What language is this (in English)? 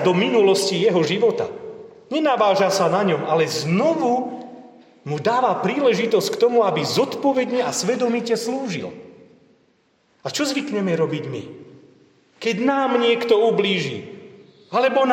Slovak